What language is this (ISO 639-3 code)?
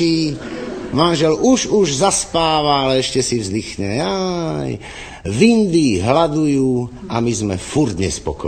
slk